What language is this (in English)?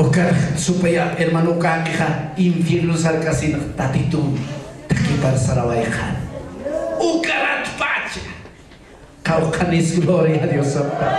Aymara